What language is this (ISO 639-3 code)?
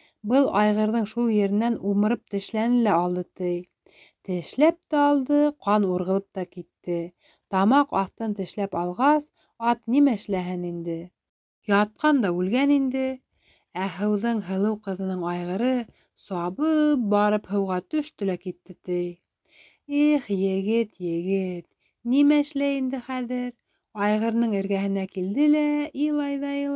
bak